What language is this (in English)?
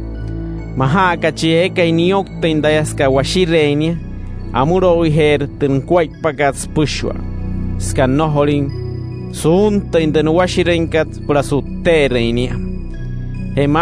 Wayuu